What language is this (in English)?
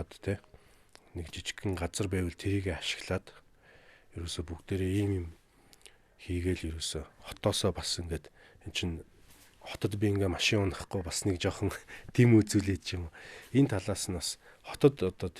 Mongolian